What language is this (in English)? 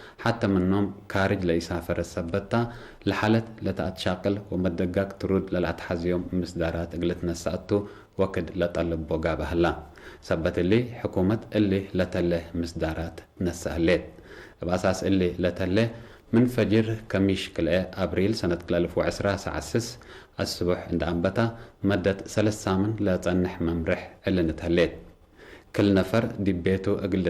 Tigre